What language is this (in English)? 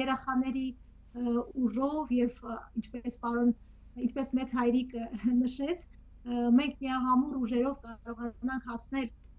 Western Armenian